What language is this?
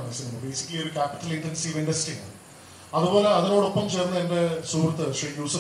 Malayalam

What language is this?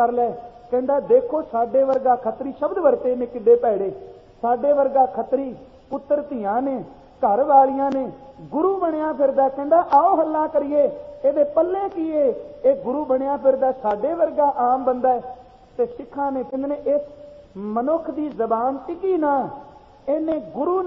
Punjabi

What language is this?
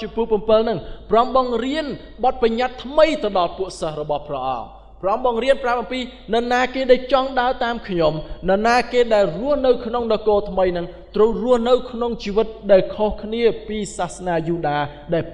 Khmer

